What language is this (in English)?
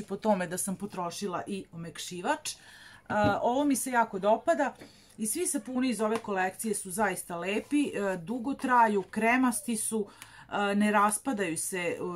Serbian